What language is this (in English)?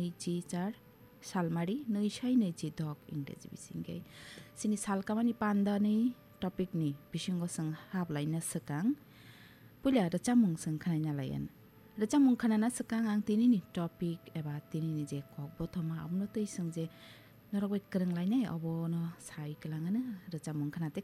Kok Borok